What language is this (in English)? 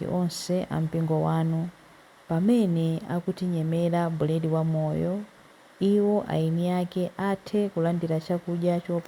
Nyanja